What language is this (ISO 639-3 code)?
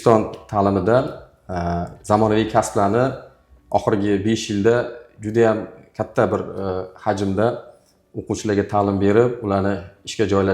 uzb